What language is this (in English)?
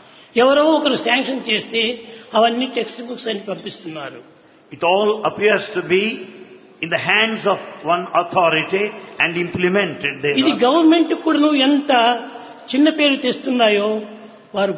Telugu